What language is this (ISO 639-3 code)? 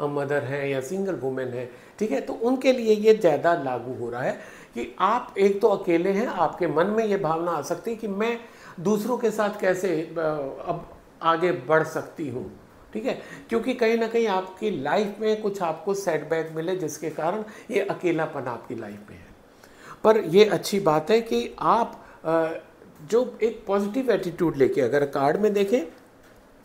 hin